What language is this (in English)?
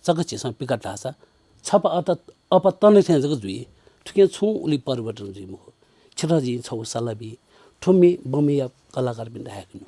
Newari